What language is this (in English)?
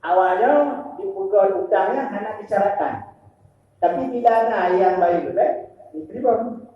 Achinese